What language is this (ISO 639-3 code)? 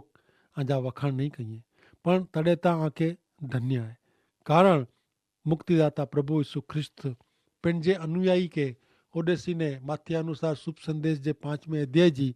kfr